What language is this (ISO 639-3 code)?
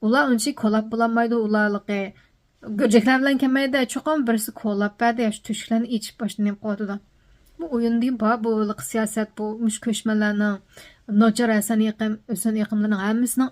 uig